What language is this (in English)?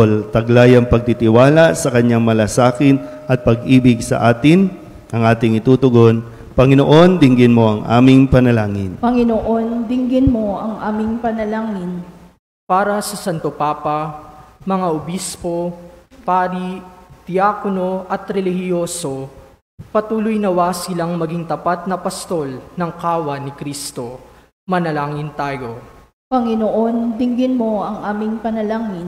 Filipino